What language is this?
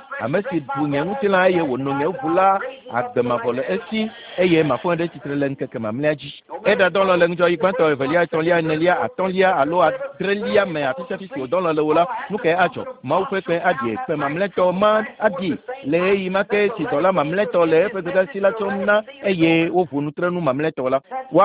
Ewe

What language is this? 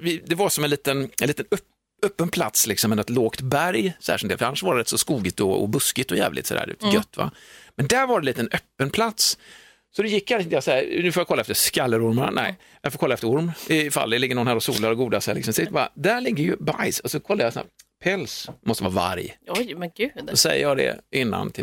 Swedish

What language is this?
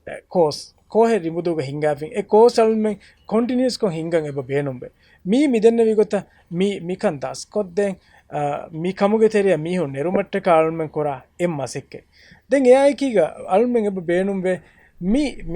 Divehi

